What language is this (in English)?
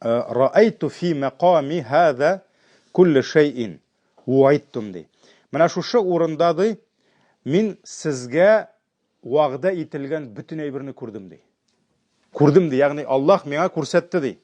Tatar